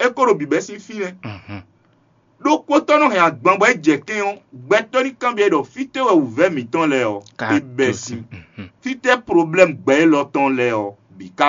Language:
Fon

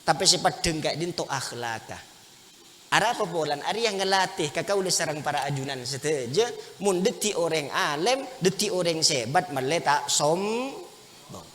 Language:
Madurese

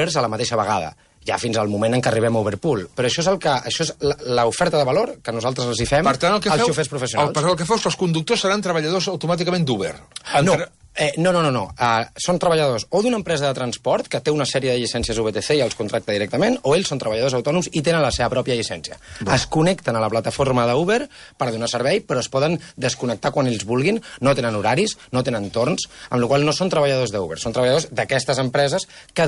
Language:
Catalan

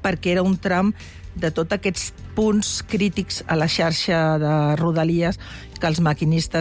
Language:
Catalan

